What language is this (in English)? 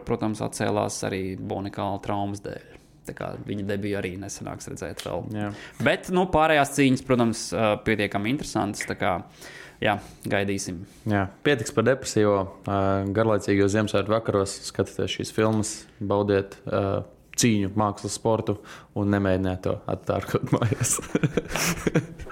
Latvian